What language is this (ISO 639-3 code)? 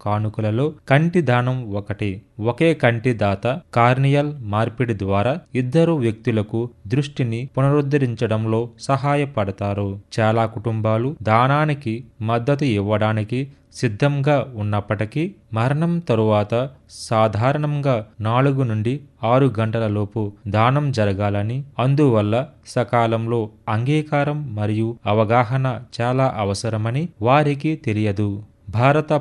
tel